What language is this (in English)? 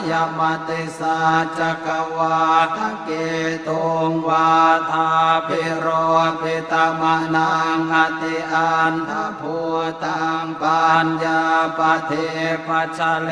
Pali